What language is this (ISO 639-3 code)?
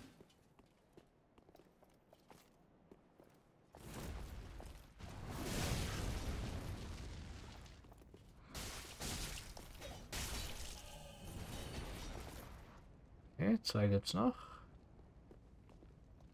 deu